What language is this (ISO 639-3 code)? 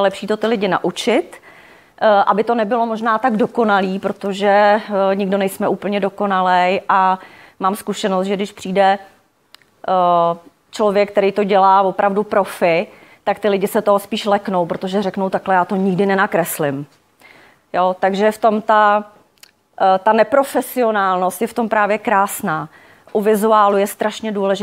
ces